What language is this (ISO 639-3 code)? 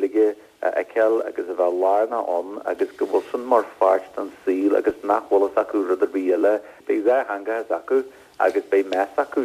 gle